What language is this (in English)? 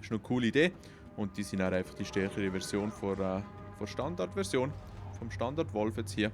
Swiss German